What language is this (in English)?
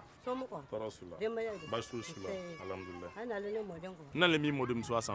Bambara